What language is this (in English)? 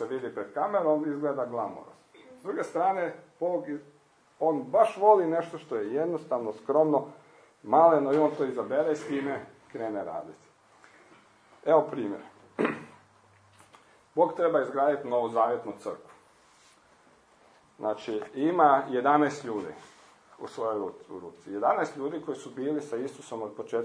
Croatian